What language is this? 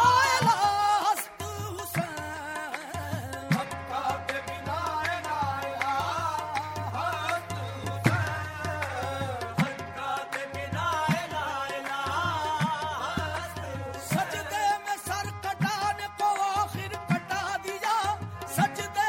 Urdu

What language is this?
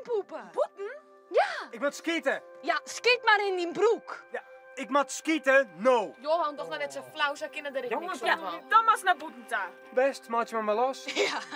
Western Frisian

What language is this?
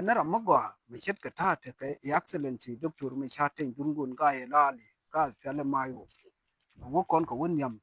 Nuer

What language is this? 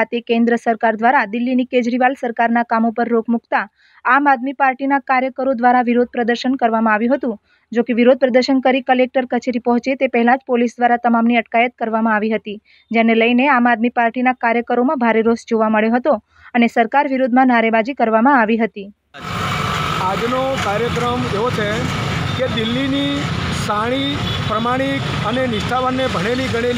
Gujarati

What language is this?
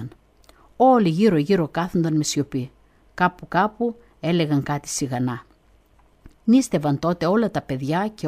Greek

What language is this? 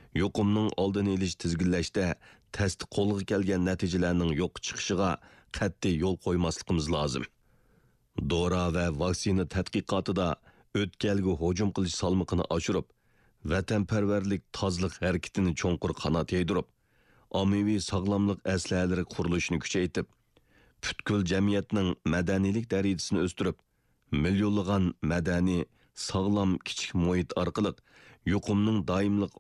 Uyghur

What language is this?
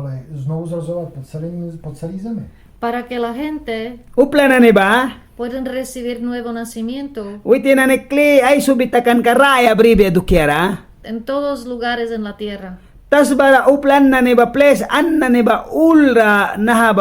Mískito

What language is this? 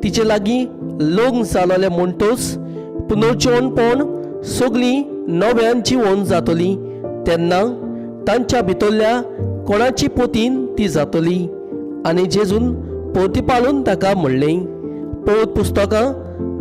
Konkani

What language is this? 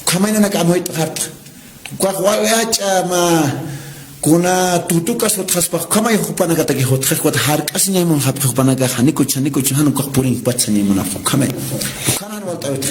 Aymara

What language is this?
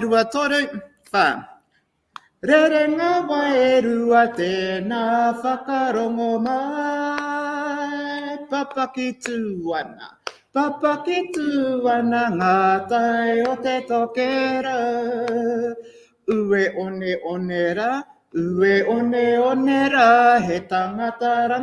Māori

